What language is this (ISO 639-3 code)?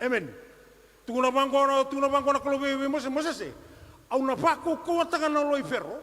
fij